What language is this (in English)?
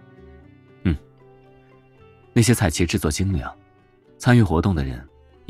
Chinese